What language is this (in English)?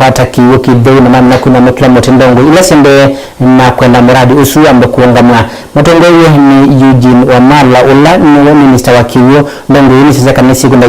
Kamba